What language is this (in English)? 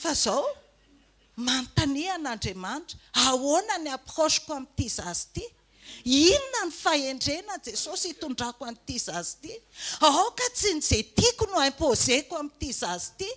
Malagasy